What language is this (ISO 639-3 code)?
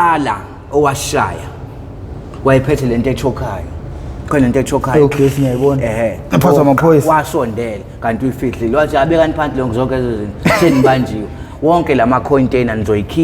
zul